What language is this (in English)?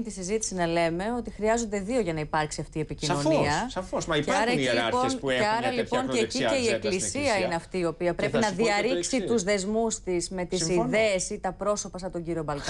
Greek